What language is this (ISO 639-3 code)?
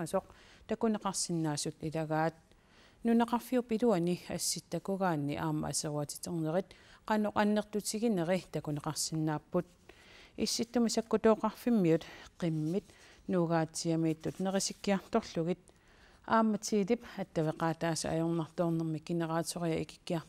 kal